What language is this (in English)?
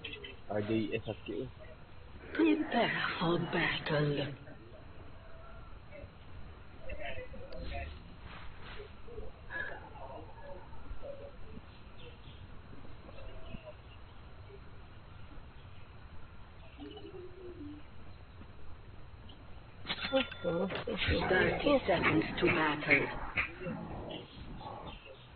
Malay